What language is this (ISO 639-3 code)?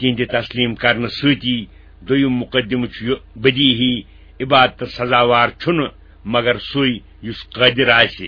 kas